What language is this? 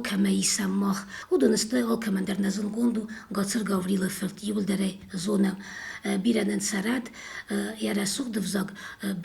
Ossetic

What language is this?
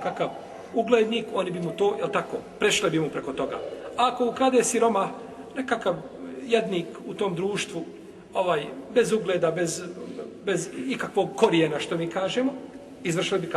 Bosnian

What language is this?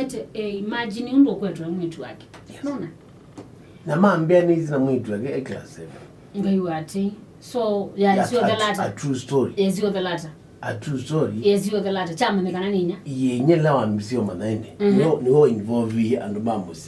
Kamba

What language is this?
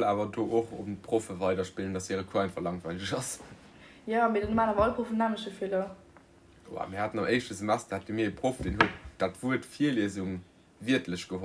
Luxembourgish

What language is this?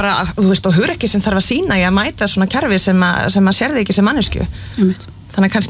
Icelandic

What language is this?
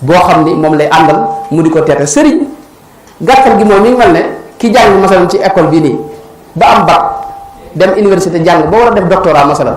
Wolof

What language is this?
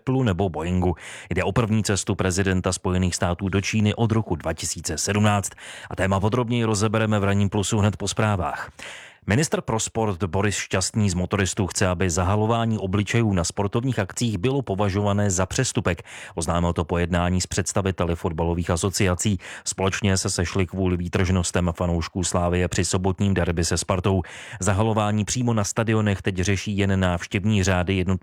Czech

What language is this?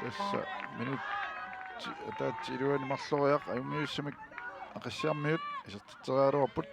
Kalaallisut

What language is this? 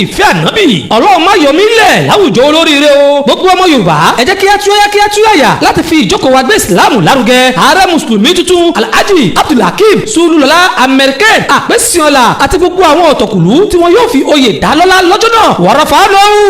Yoruba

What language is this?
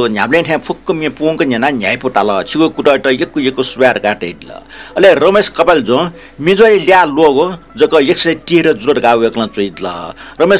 Newari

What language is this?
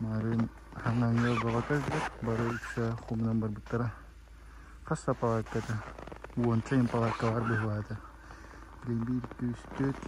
Yakut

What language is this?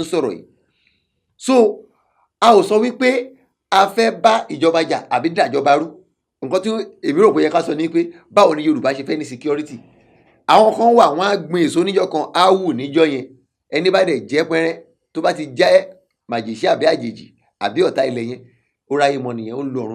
Yoruba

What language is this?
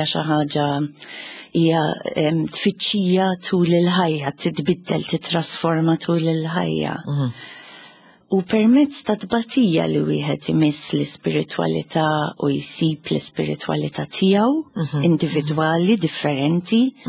Maltese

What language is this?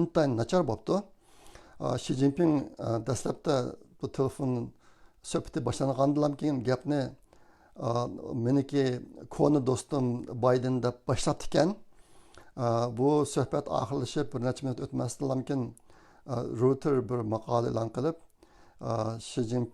Uyghur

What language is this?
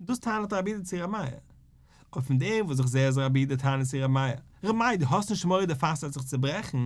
Yiddish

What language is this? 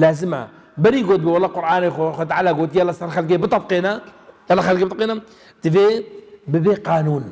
Kurdish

